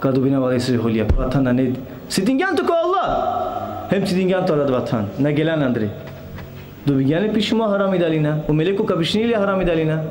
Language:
Balkan Romani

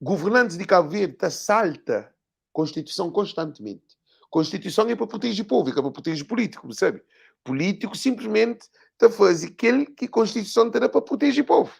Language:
Kabuverdianu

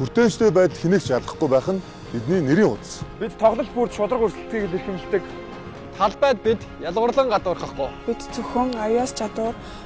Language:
Mongolian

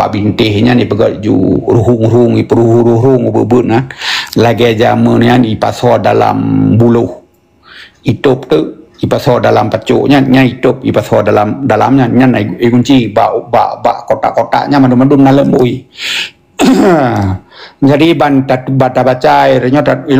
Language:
Achinese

